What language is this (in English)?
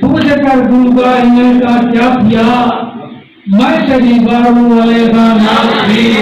Saraiki